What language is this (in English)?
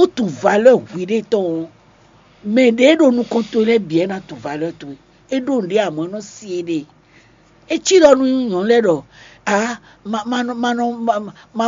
Fon